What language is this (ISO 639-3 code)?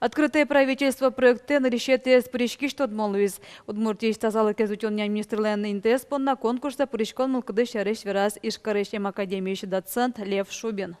udm